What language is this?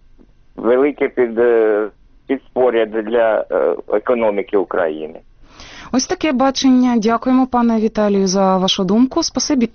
Ukrainian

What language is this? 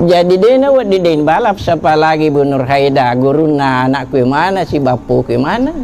Buginese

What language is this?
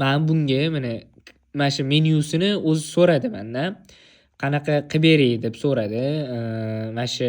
Uzbek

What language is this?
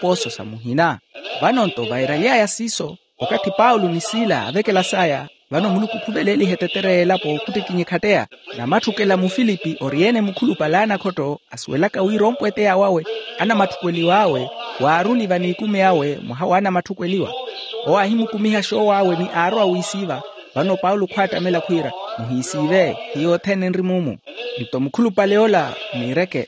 Makhuwa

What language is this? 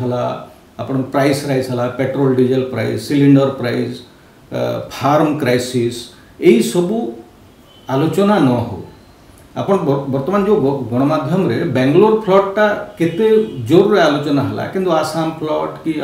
Odia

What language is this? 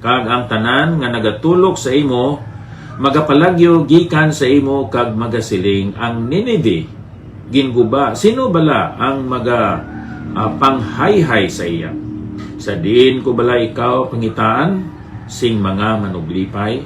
Hiligaynon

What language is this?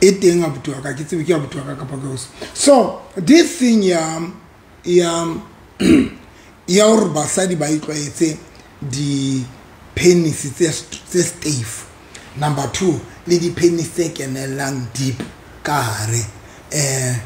Southern Sotho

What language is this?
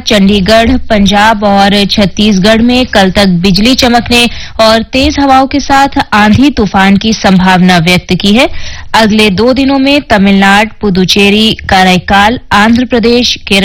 Hindi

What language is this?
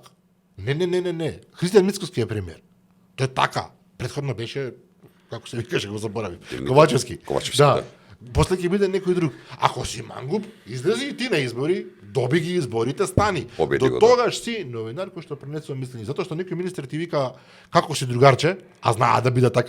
Macedonian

